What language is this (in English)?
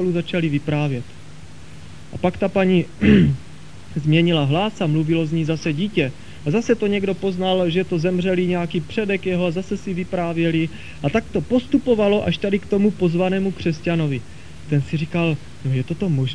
Czech